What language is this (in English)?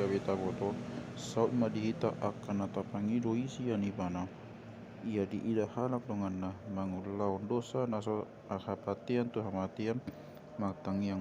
Batak Toba